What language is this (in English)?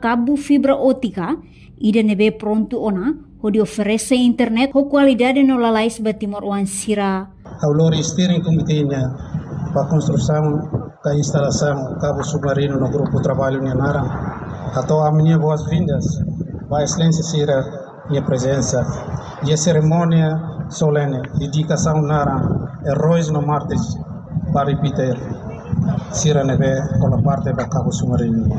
Tetum